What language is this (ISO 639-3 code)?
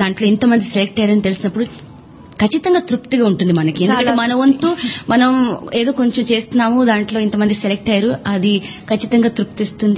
tel